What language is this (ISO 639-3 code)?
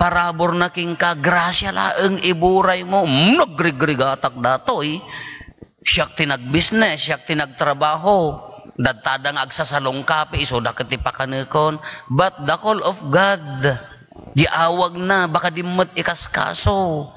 ilo